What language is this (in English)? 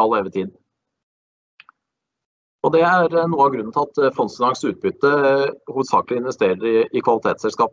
Norwegian